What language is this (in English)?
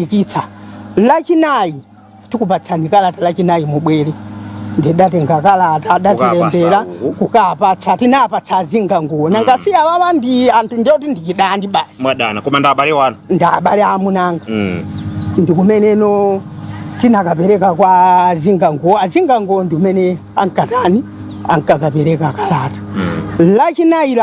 Nyanja